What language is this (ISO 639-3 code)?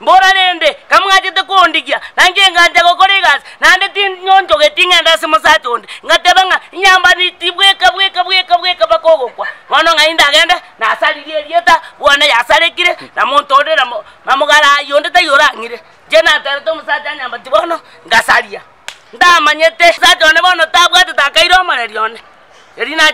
guz